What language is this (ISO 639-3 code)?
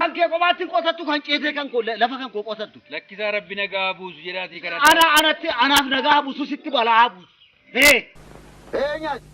orm